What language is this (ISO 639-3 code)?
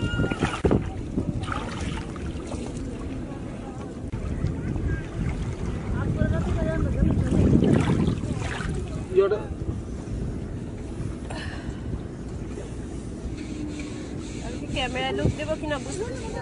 ben